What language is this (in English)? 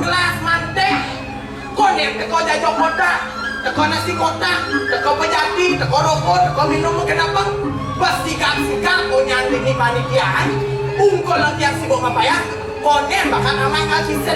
Balinese